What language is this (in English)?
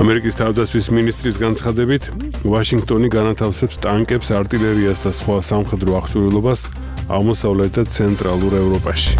Georgian